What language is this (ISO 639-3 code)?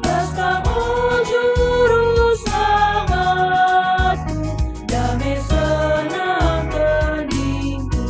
btx